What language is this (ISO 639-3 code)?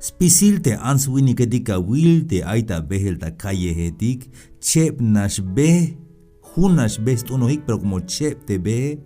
tzh